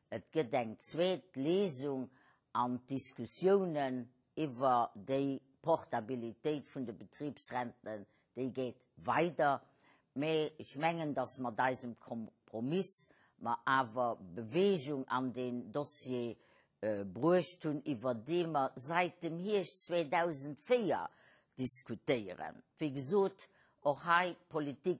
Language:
Luxembourgish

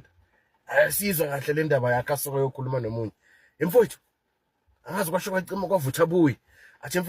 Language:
Zulu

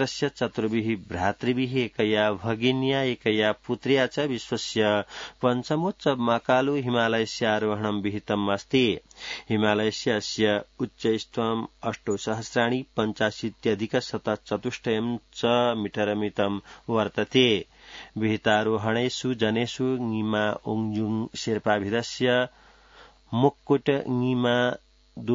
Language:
Sanskrit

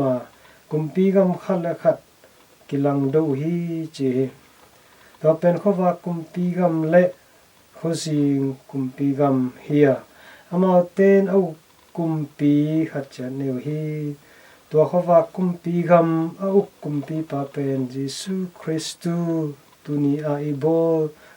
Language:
Tedim Chin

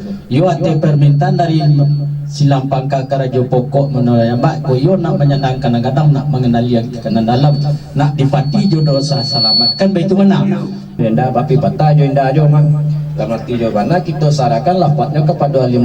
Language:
Minangkabau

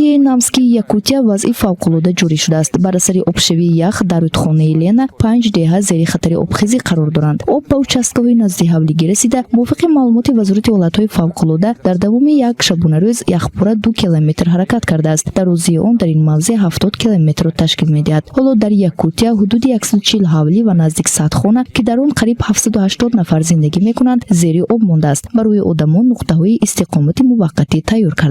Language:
Tajik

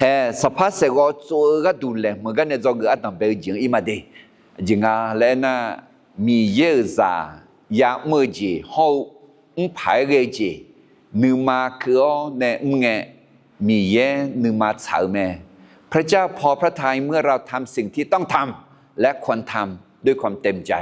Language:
Akha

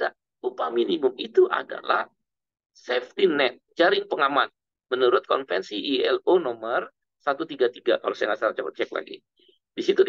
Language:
Indonesian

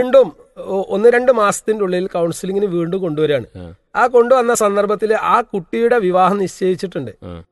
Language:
Malayalam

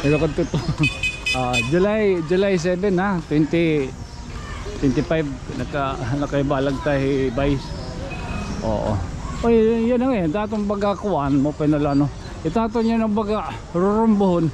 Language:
Waray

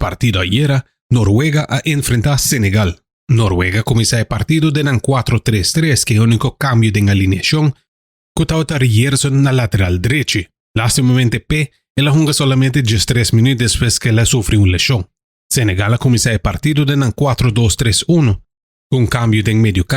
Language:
Papiamento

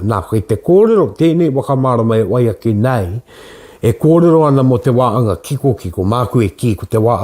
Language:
Māori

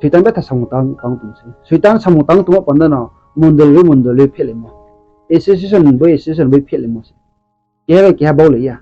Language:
Riang (India)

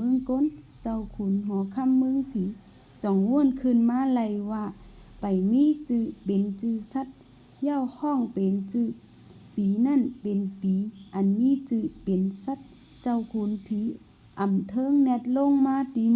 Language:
Shan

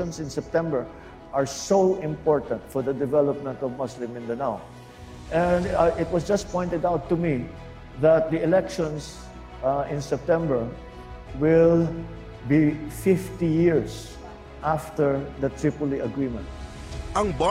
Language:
Filipino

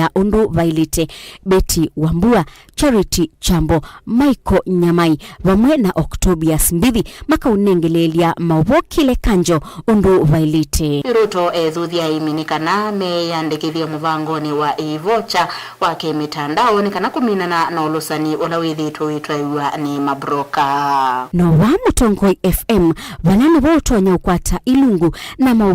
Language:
Kamba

